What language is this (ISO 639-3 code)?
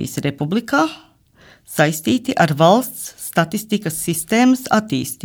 lav